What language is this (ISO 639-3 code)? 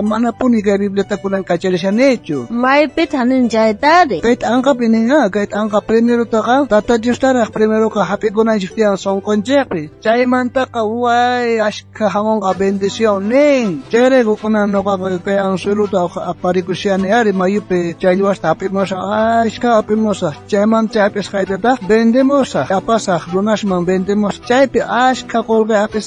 quh